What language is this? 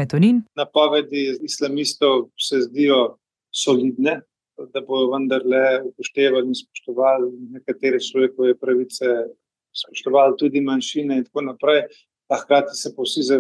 Slovenian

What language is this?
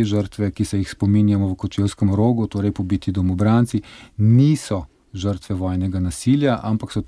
Slovenian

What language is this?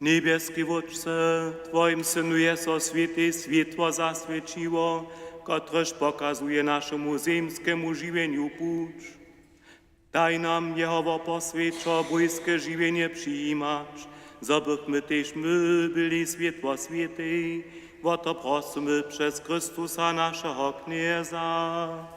Upper Sorbian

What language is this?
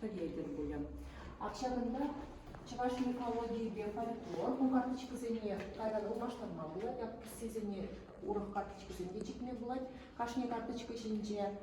Chuvash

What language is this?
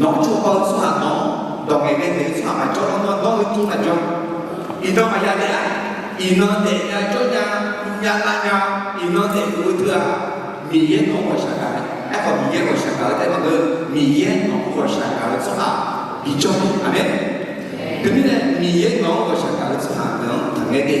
Akha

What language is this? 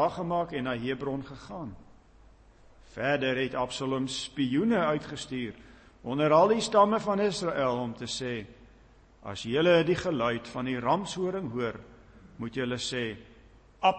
Afrikaans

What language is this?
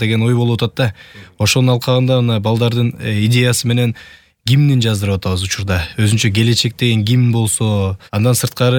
Kyrgyz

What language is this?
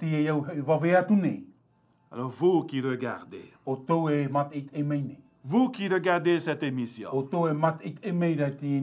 Tahitian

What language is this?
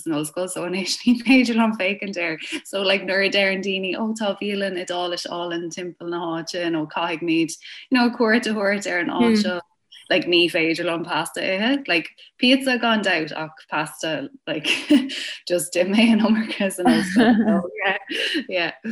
Irish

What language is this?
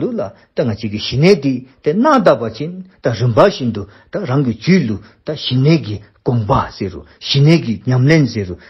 Dzongkha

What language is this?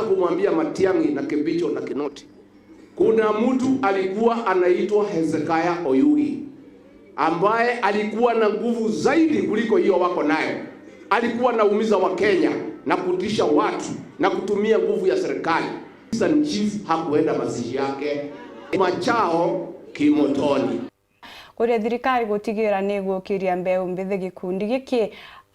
Meru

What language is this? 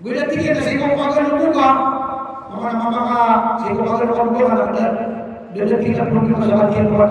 Maranao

